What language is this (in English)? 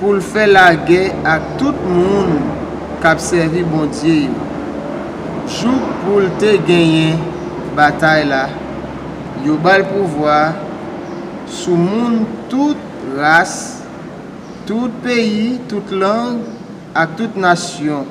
Haitian Creole